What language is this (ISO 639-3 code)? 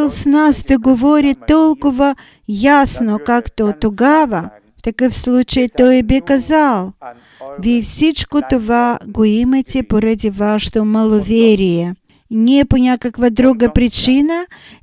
bul